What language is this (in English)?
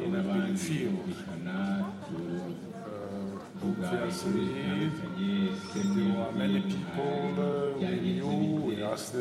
Kinyarwanda